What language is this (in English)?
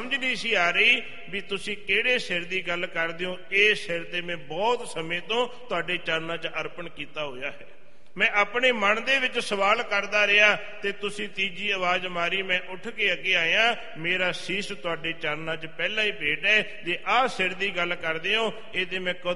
Punjabi